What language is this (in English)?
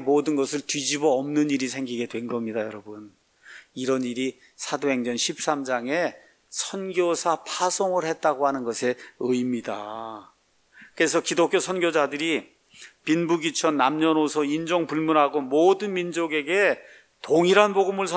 Korean